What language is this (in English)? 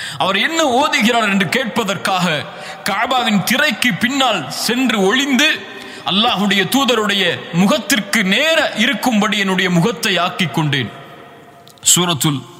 Tamil